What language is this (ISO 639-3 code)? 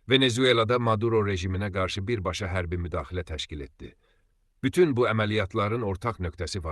aze